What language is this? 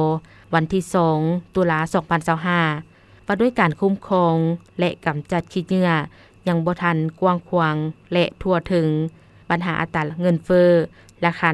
Lao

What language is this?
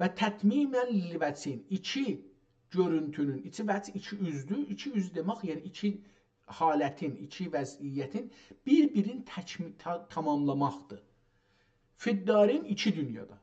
South Azerbaijani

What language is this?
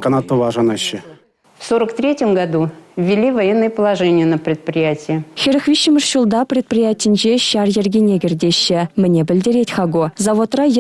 Chuvash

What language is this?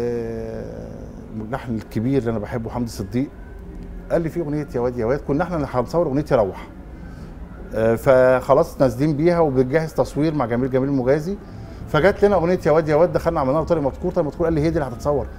Egyptian Arabic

